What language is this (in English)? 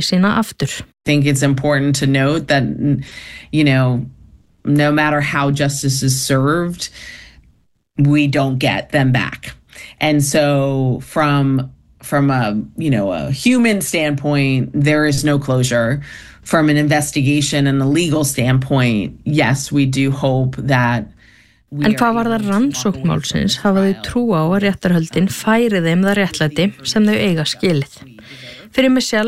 Icelandic